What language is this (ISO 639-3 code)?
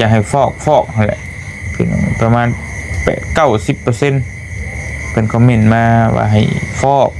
lao